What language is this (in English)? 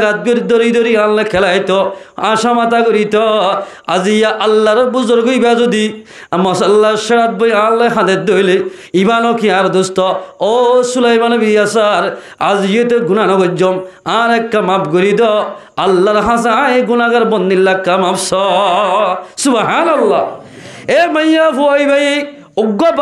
Rohingya